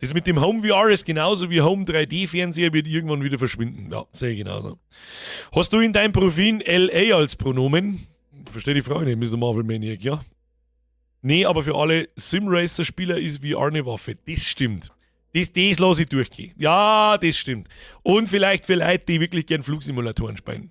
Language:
Bavarian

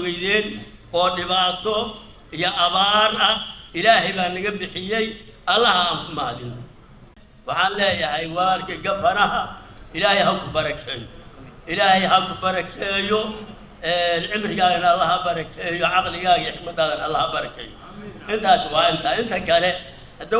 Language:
Somali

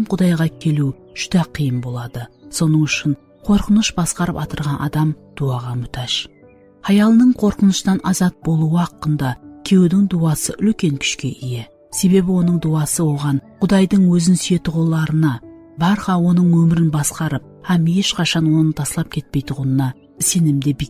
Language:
Kara-Kalpak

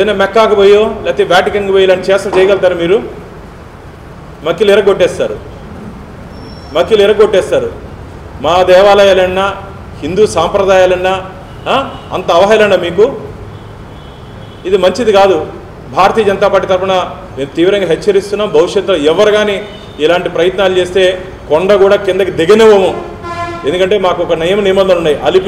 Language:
Telugu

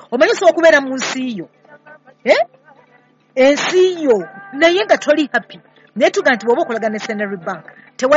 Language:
Ganda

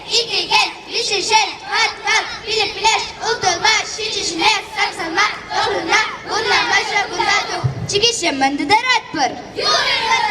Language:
Chuvash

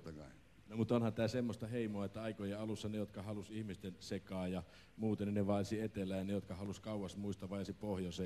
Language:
Finnish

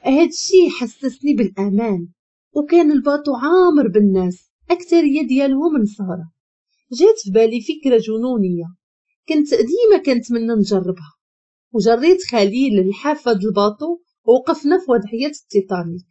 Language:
Moroccan Arabic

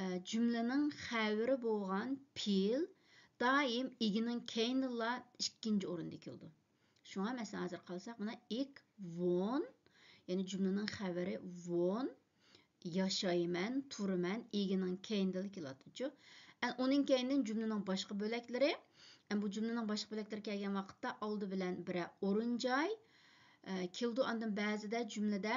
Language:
Uyghur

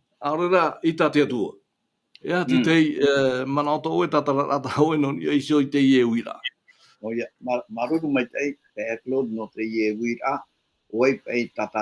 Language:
Tahitian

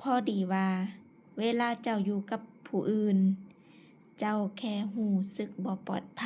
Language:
Lao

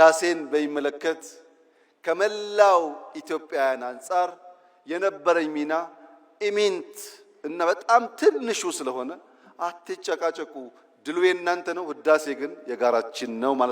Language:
Amharic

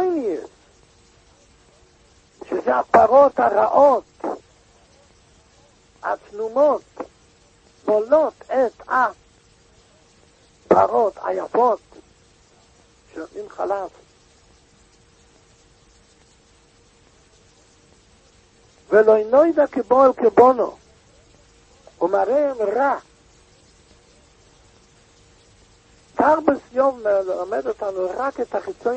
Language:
Hebrew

